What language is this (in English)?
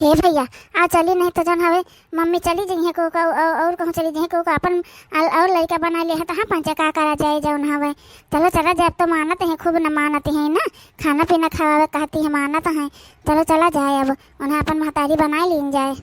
Awadhi